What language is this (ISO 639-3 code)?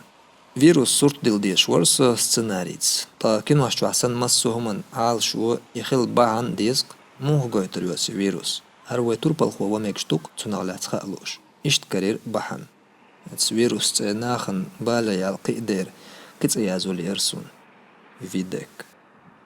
che